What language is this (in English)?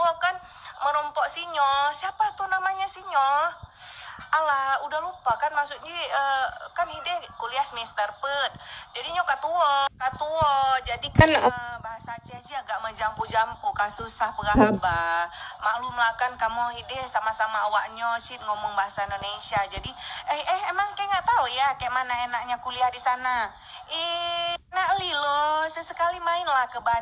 Achinese